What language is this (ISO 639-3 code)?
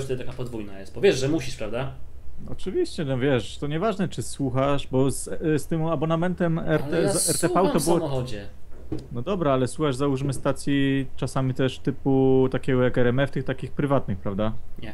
pol